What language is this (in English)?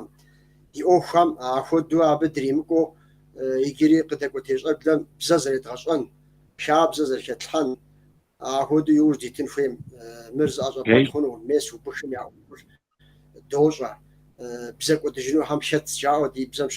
Kabardian